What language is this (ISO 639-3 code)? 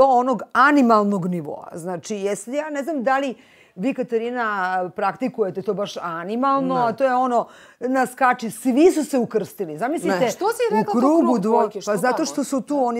srp